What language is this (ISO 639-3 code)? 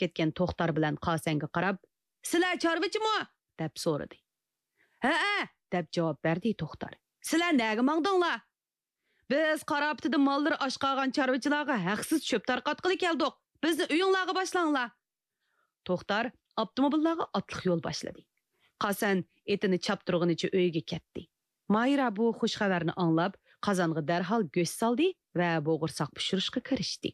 uig